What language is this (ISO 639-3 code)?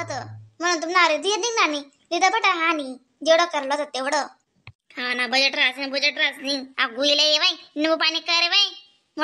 khn